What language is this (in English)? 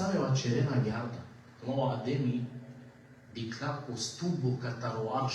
Balkan Romani